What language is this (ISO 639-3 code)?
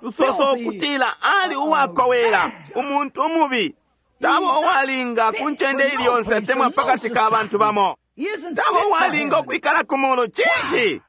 bem